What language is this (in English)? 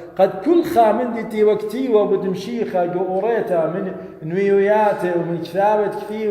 Assyrian Neo-Aramaic